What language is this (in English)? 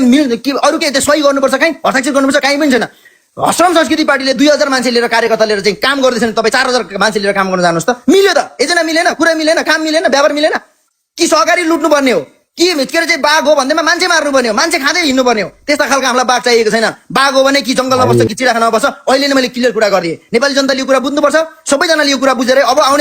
Nepali